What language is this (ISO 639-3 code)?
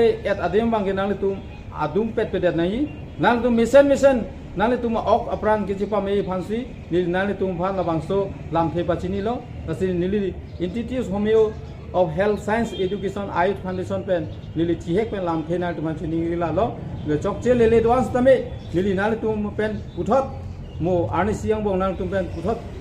mjw